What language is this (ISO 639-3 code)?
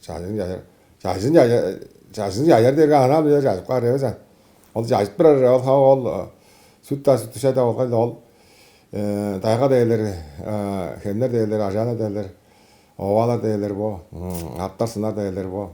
tyv